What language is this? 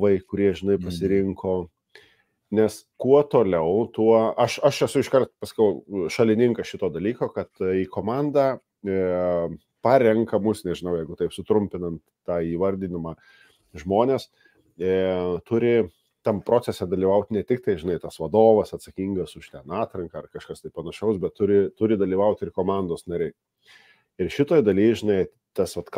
Lithuanian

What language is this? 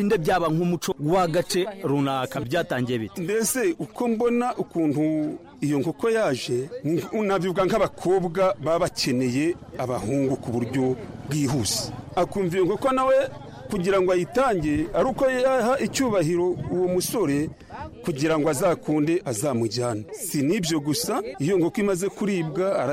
Kinyarwanda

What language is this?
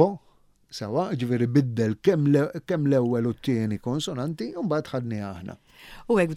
Maltese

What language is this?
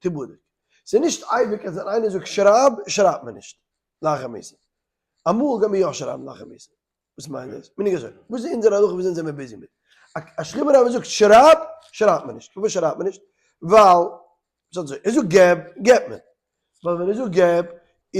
Yiddish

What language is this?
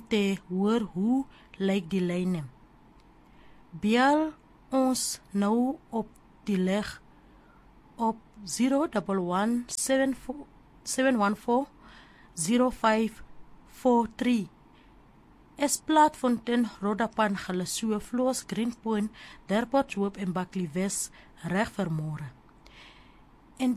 Afrikaans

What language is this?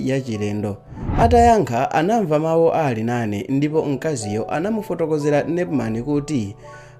Nyanja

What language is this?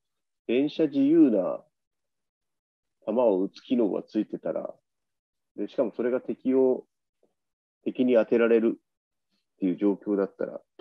Japanese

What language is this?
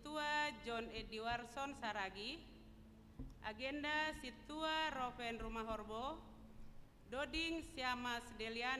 Batak Simalungun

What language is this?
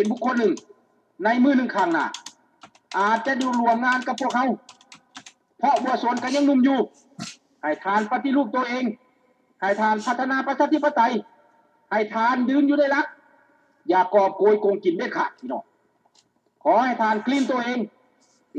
Lao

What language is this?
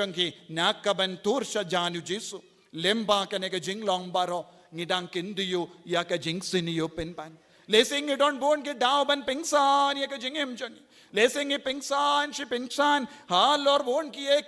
Khasi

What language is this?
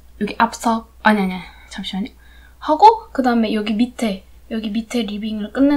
Korean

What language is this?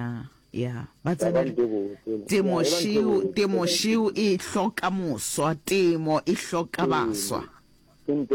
Northern Sotho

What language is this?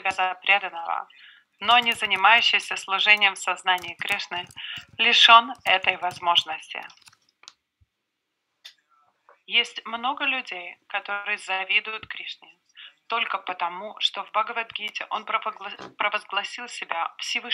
Russian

